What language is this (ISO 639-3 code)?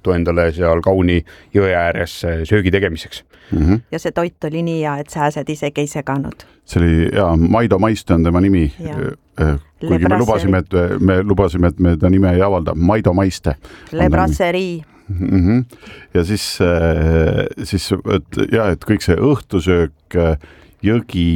est